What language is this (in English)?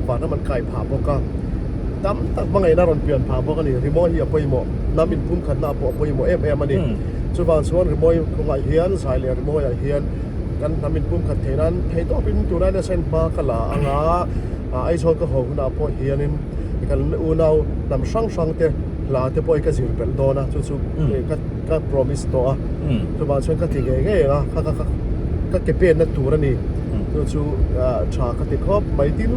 Mizo